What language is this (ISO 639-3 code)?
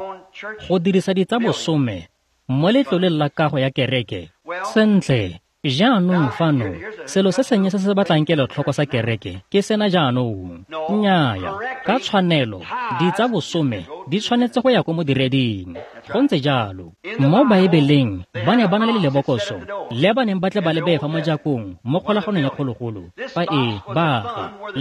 tsn